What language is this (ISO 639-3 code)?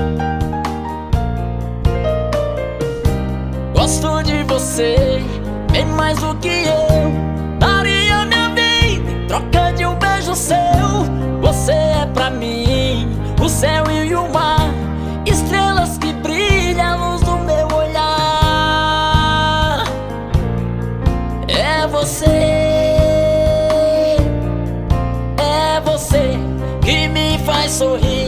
por